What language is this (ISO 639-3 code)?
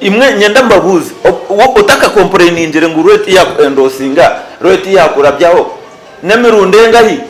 nyn